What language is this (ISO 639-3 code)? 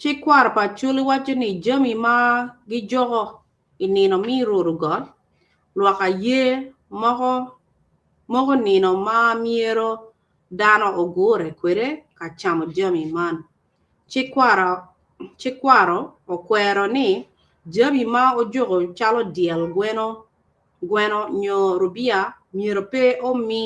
ach